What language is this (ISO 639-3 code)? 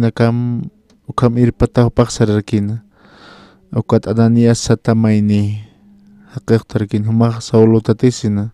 aym